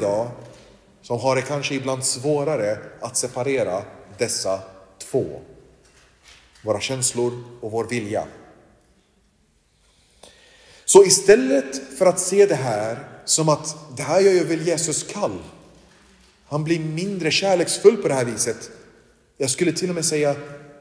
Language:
Swedish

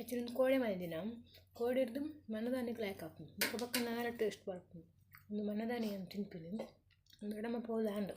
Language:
Tulu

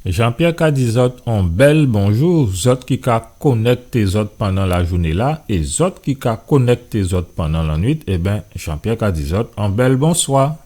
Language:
Guadeloupean Creole French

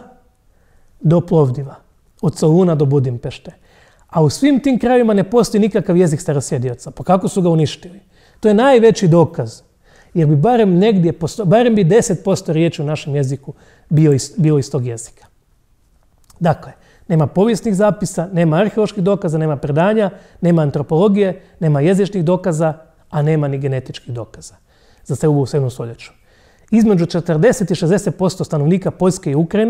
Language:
Croatian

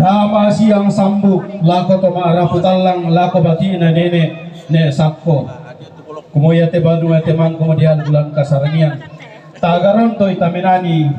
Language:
Toraja-Sa'dan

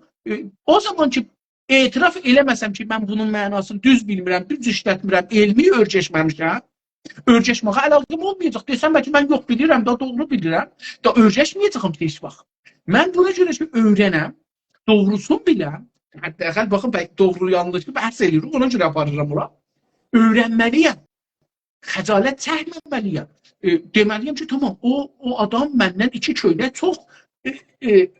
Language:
South Azerbaijani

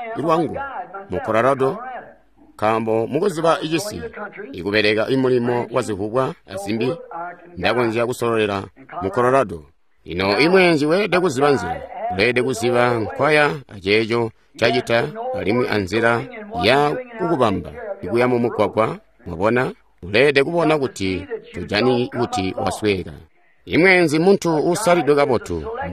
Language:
Tonga (Zambia)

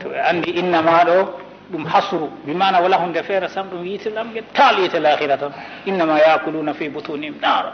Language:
Fula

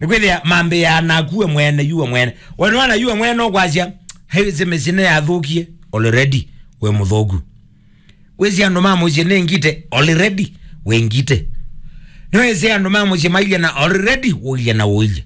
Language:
Kamba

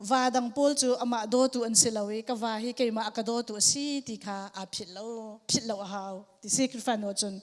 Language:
Hakha Chin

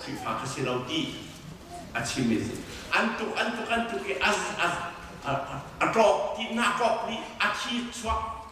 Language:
Hakha Chin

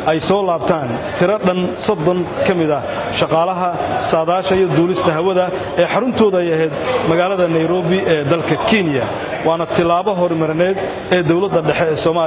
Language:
Somali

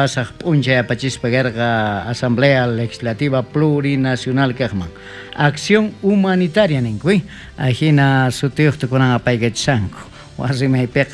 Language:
South Bolivian Quechua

